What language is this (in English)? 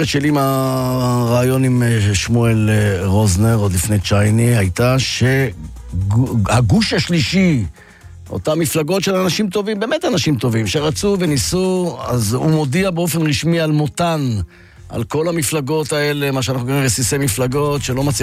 Hebrew